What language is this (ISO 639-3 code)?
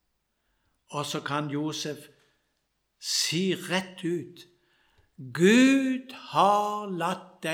nor